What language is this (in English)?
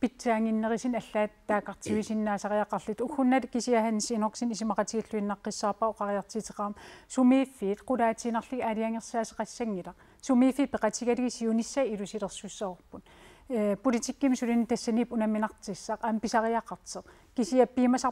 Kalaallisut